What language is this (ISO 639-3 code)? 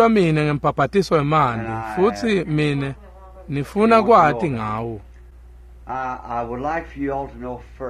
ssw